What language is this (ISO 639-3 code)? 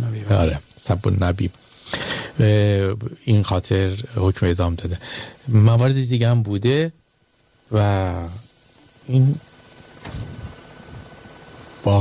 fas